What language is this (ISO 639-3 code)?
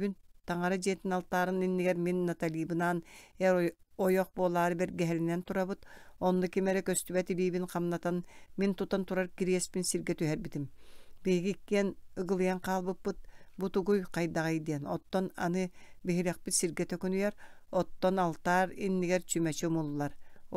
sah